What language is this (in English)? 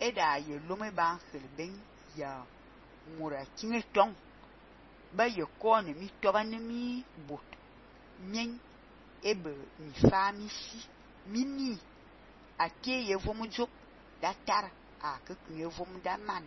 Fang